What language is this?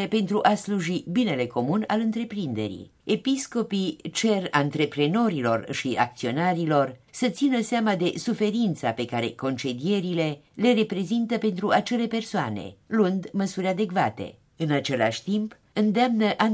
Romanian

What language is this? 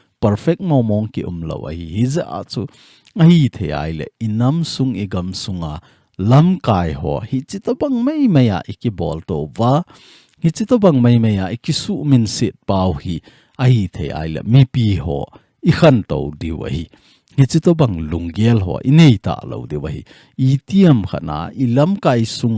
Thado Chin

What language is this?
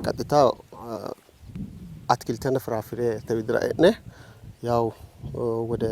Sidamo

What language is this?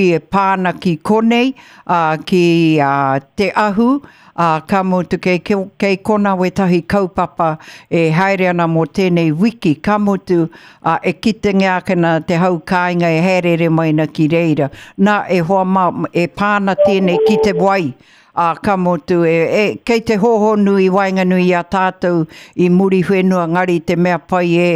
Māori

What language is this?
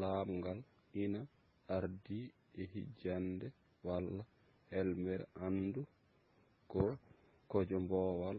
Fula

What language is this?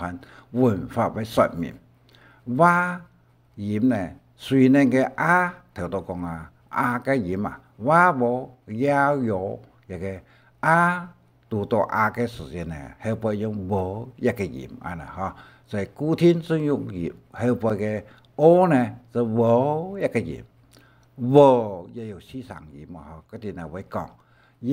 Hakka Chinese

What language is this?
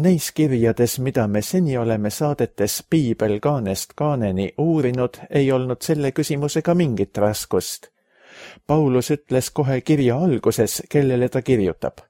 Estonian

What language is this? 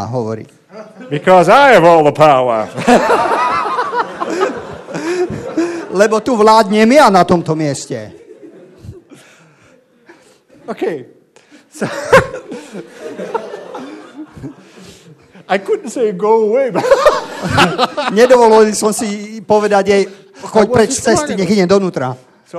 Slovak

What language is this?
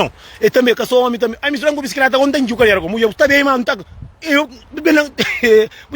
Kabuverdianu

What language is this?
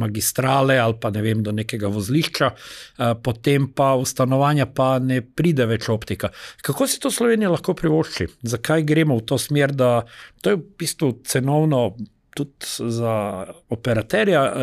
Slovenian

